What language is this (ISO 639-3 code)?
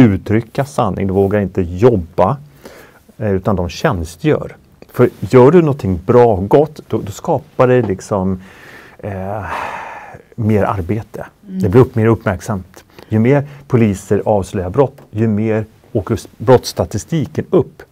swe